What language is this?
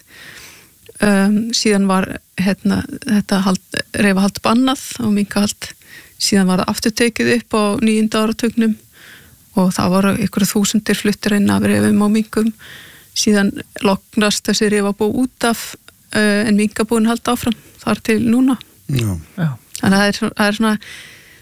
Icelandic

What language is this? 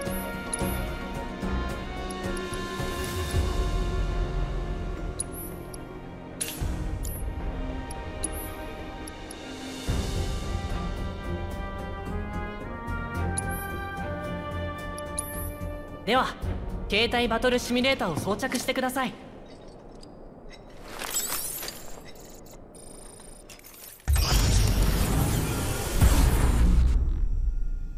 Japanese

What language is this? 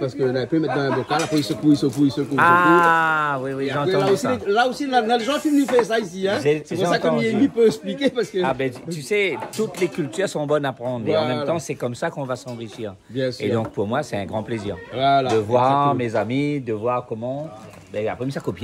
Réunion Creole French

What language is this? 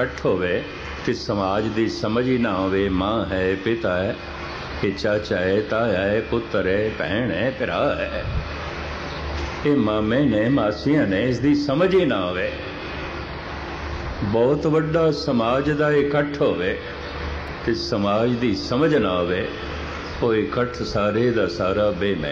Punjabi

